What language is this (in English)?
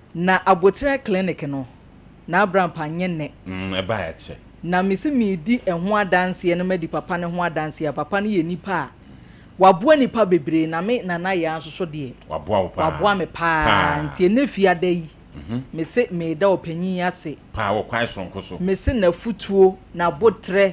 Akan